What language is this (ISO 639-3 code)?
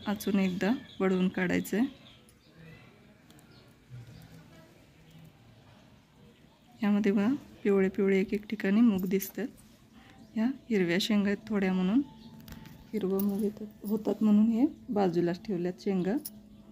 mar